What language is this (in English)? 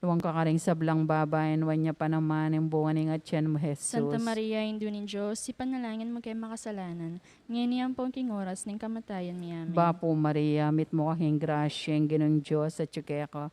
Pampanga